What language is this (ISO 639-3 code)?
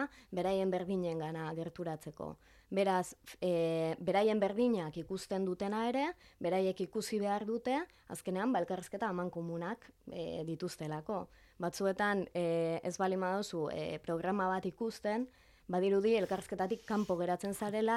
eus